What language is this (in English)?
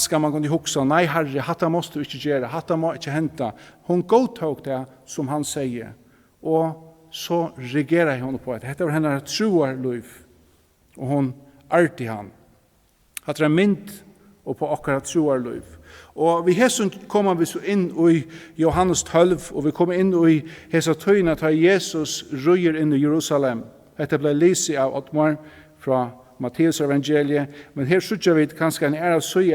Faroese